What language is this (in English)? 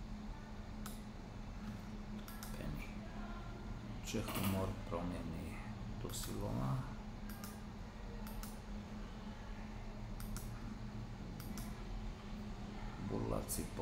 Slovak